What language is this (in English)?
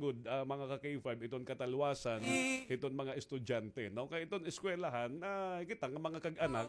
Waray